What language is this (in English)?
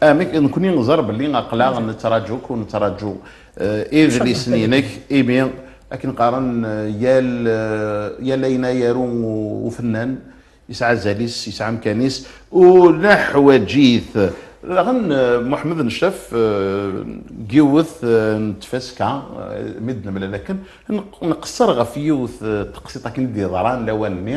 Kabyle